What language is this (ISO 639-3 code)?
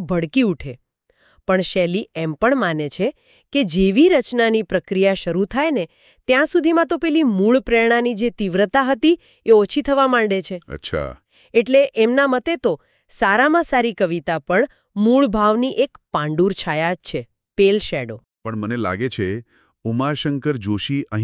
guj